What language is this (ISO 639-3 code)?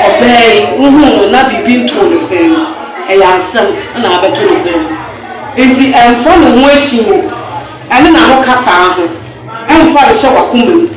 aka